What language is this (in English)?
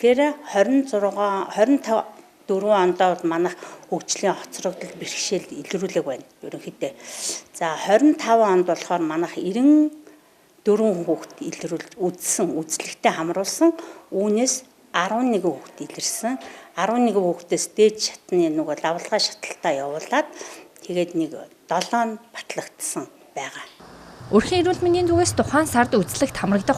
Mongolian